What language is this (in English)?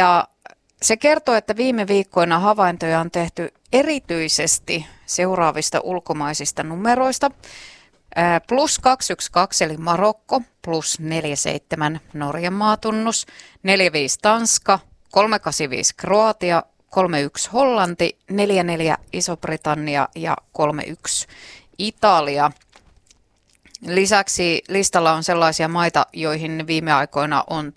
Finnish